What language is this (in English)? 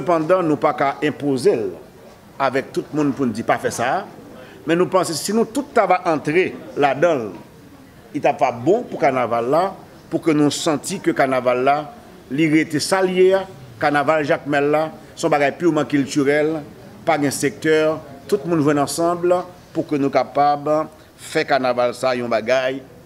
Haitian Creole